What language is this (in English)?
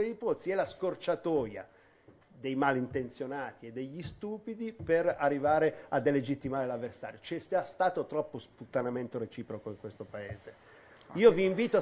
Italian